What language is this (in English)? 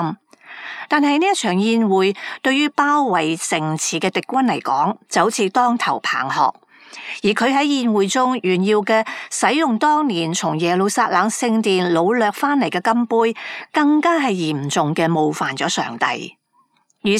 Cantonese